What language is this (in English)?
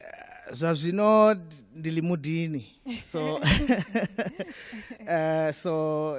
Venda